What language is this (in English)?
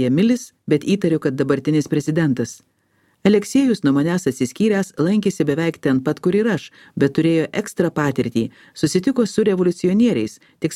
Lithuanian